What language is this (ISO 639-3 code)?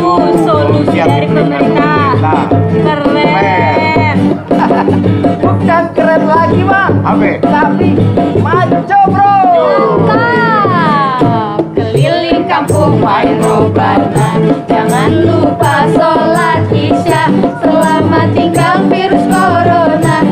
bew